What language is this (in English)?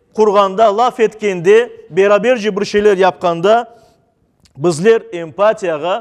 Crimean Tatar